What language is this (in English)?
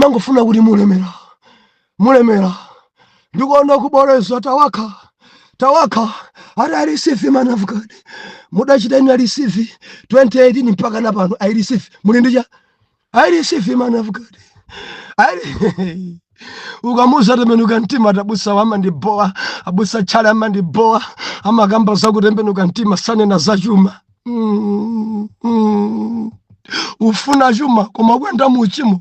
Nyanja